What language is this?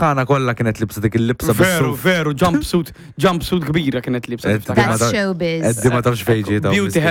Maltese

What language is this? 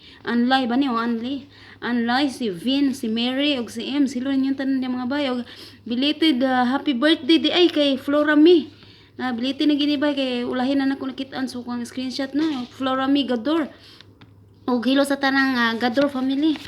Cebuano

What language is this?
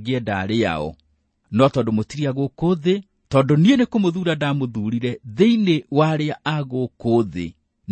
Kikuyu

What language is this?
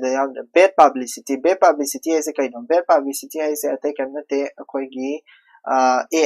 Manipuri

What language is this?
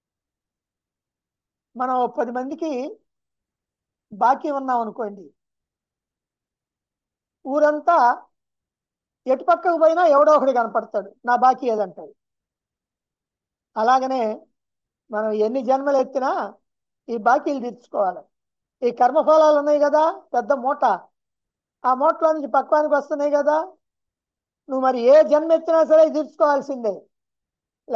Telugu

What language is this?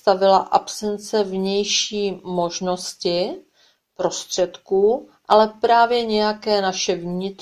Czech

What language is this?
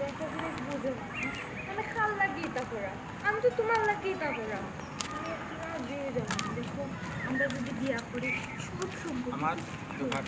Sylheti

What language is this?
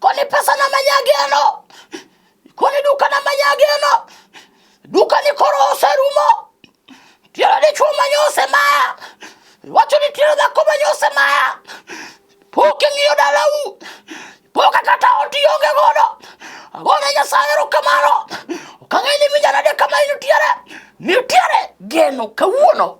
Luo (Kenya and Tanzania)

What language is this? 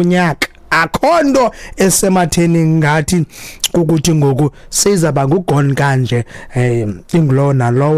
Xhosa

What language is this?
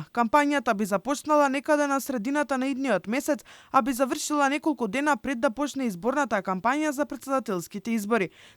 Macedonian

